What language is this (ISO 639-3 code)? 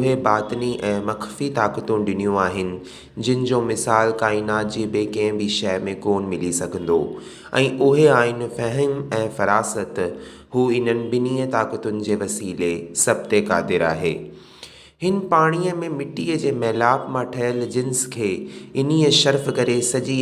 snd